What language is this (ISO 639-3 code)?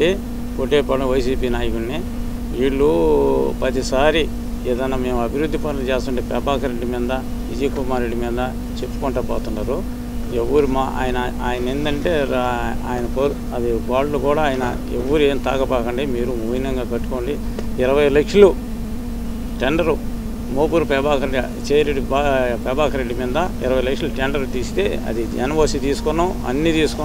tel